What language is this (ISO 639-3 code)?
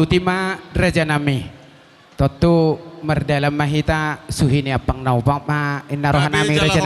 bbc